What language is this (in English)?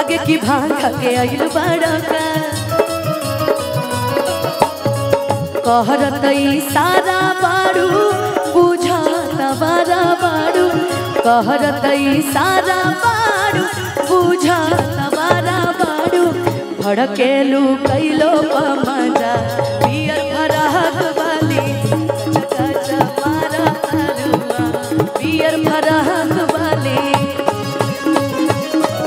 Bhojpuri